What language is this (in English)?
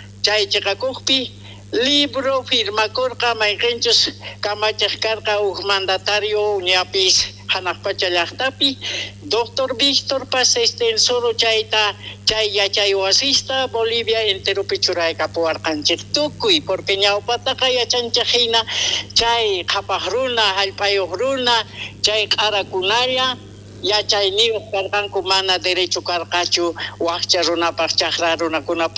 South Bolivian Quechua